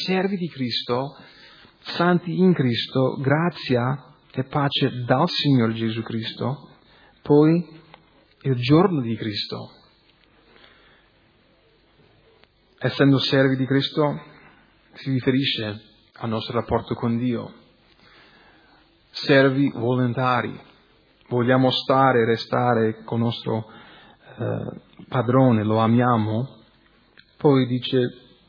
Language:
Italian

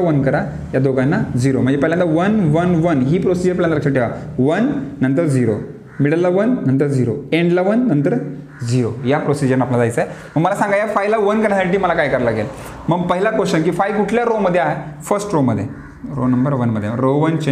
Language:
Marathi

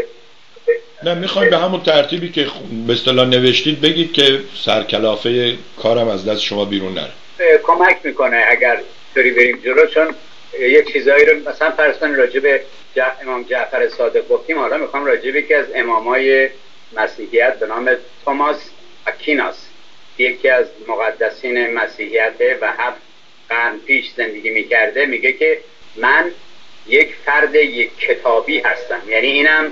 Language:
Persian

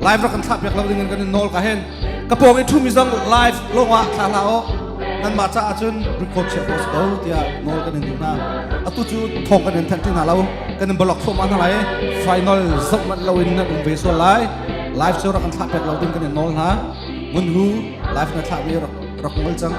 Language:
Hakha Chin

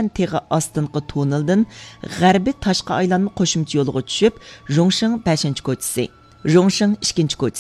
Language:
Uyghur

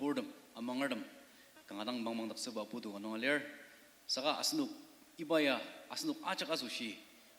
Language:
Ao Naga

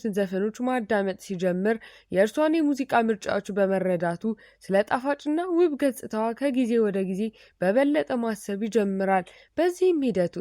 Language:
Amharic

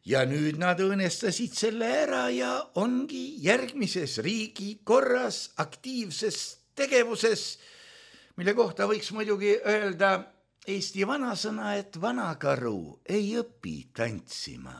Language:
Estonian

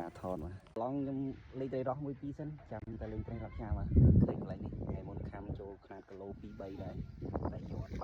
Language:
Khmer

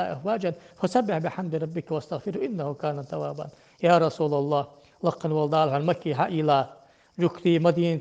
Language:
Ingush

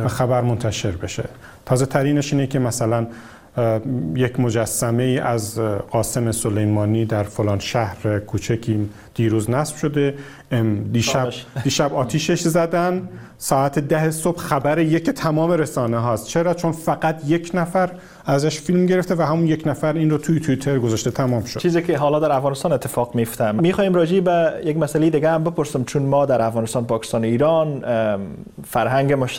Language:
Persian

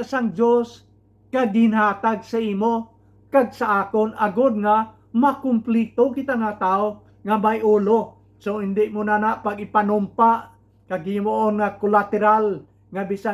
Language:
Hiligaynon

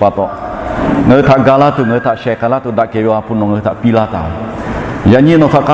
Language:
Lahu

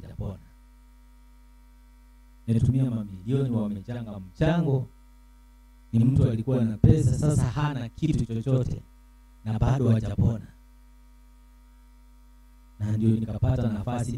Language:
Swahili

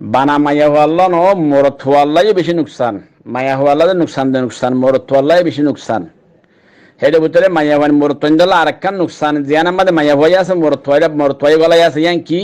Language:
Rohingya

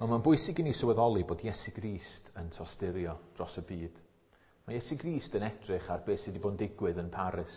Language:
Welsh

